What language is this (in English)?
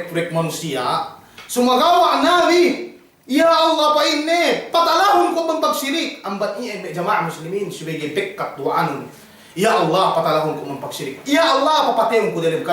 Yakan